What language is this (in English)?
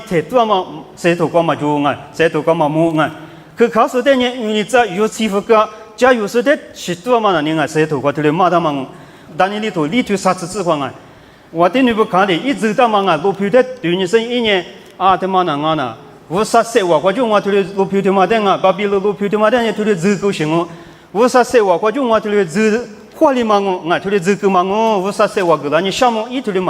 Lisu